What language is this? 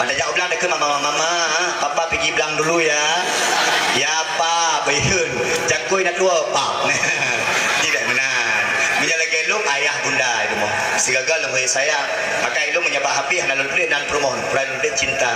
Achinese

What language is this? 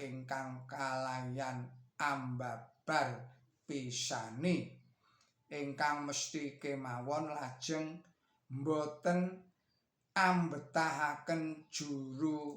Javanese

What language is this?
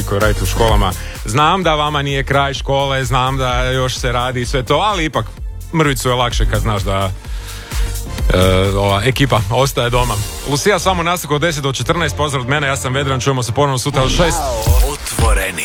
Croatian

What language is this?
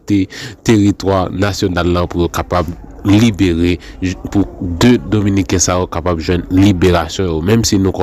Haitian Creole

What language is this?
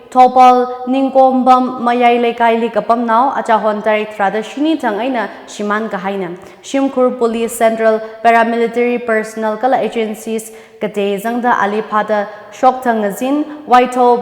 Tangkhul Naga (India)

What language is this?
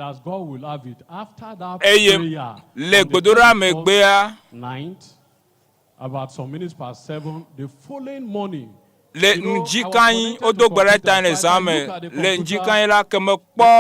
Ewe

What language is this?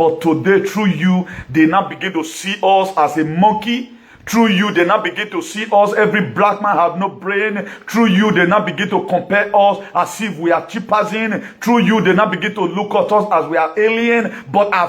Nigerian Pidgin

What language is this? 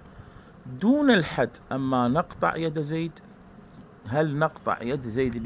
Arabic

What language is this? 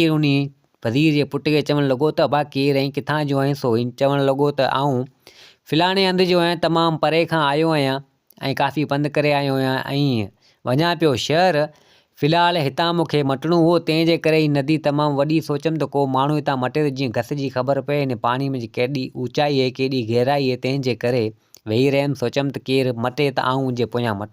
Sindhi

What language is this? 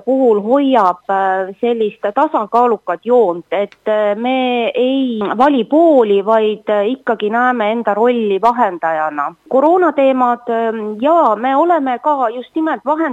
Estonian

